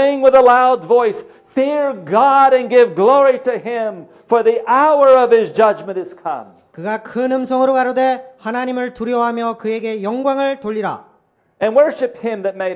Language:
Korean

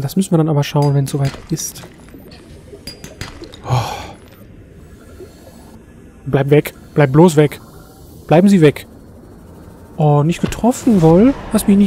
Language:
German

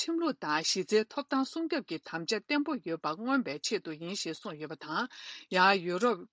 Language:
Tibetan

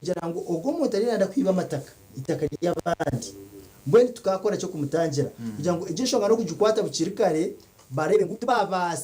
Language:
Nyankole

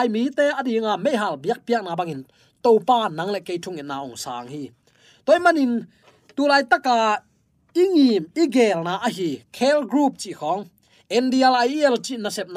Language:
Tedim Chin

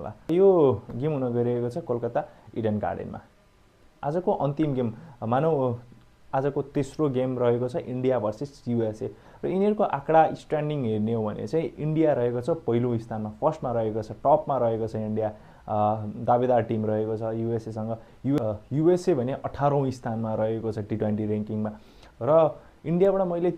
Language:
Nepali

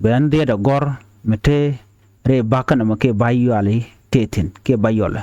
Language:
Nuer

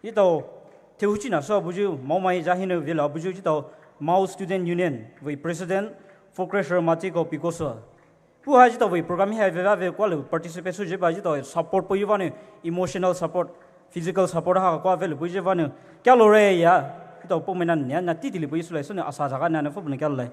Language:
Poumei Naga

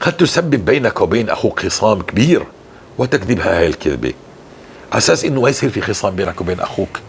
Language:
North Levantine Arabic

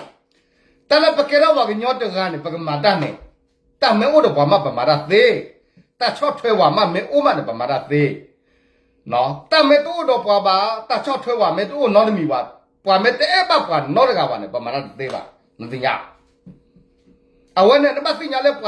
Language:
S'gaw Karen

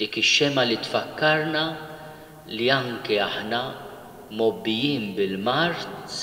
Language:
Maltese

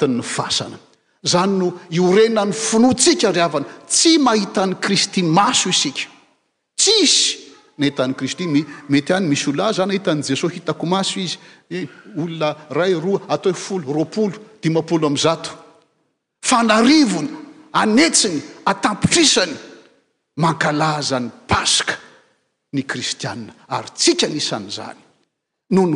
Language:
Malagasy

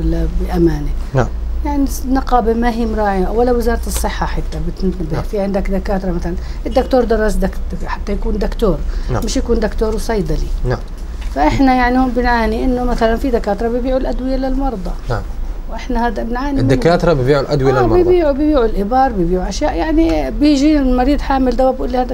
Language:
South Levantine Arabic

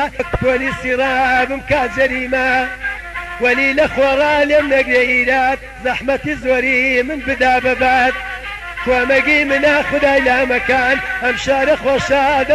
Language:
Central Kurdish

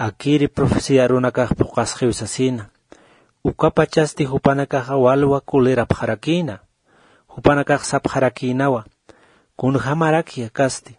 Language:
Aymara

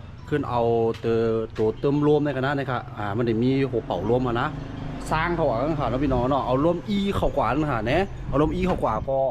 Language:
Shan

